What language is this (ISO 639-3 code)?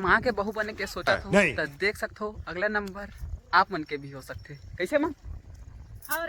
hne